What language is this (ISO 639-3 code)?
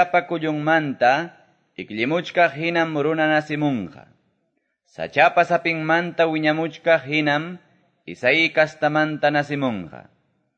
que